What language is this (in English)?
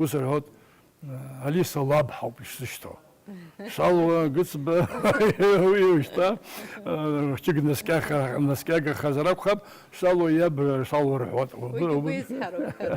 Abkhazian